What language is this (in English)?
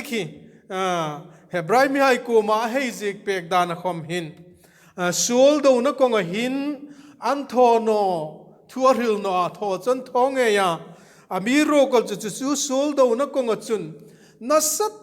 Hmar